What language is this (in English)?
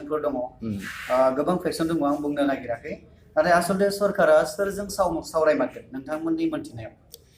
Bodo